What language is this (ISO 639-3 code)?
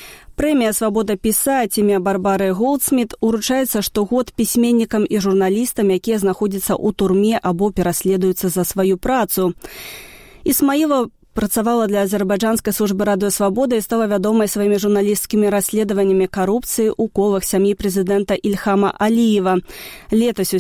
bel